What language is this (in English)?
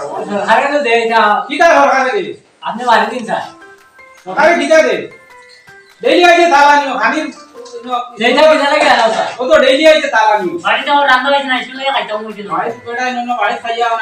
Sylheti